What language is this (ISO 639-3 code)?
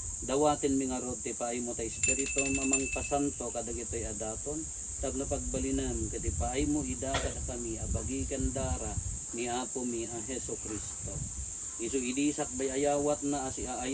ilo